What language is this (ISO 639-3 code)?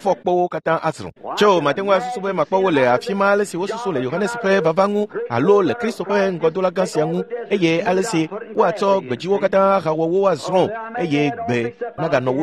ewe